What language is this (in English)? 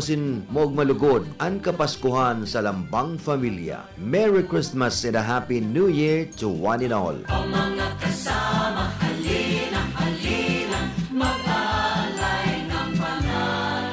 Bikol